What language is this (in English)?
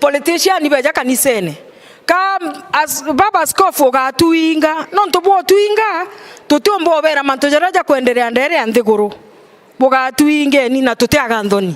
Meru